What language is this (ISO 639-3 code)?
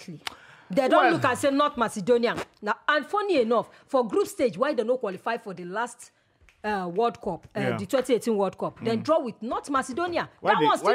pcm